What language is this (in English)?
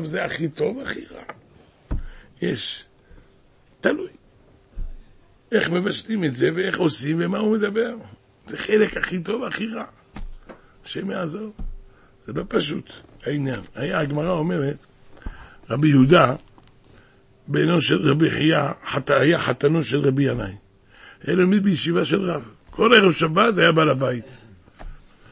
Hebrew